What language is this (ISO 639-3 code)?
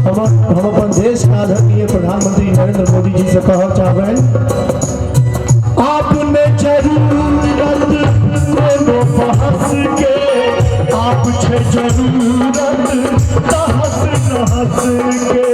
mai